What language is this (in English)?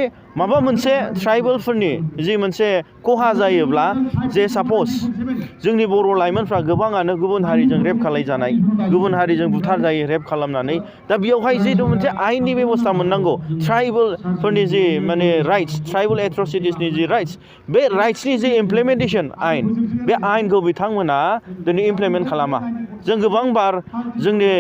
Bodo